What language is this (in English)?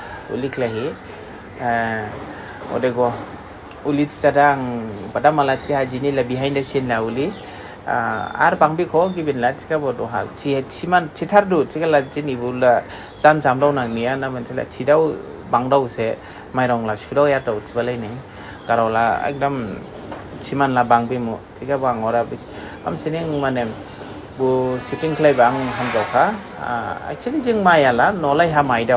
Dimasa